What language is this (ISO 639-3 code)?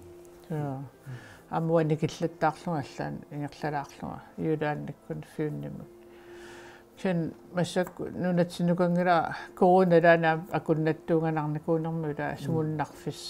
kal